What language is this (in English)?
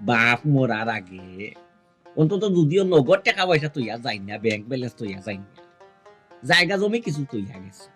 Sylheti